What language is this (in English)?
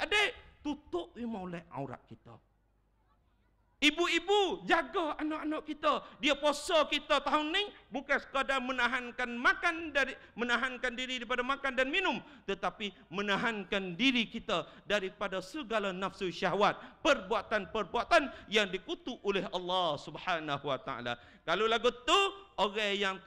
Malay